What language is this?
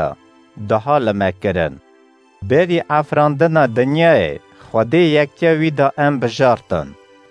Kurdish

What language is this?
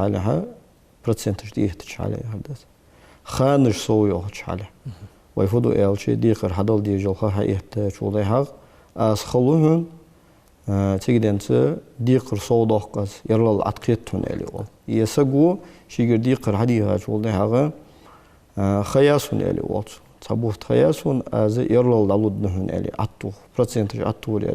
Ingush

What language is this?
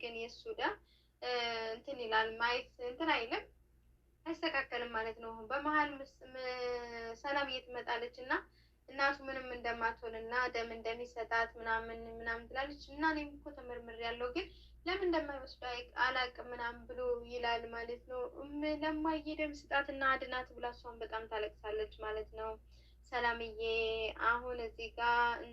Amharic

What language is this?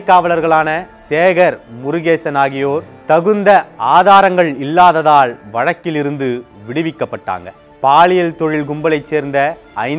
Tamil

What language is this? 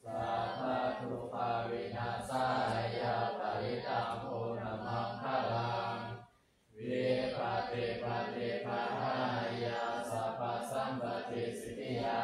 Pali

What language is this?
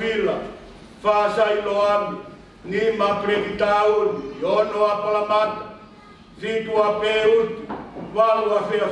Tongan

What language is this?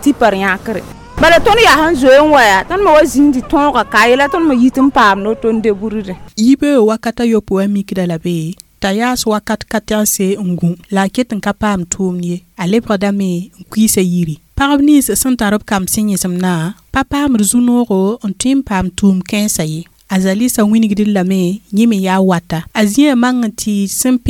Mossi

